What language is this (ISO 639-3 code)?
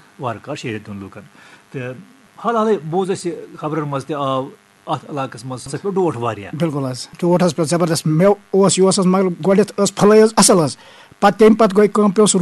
kas